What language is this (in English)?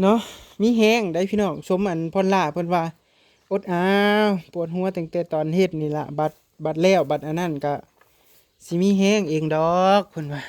Northeastern Thai